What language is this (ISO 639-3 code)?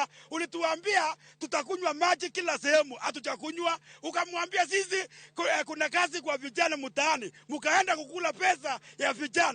luo